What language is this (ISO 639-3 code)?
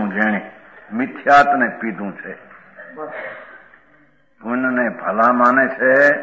guj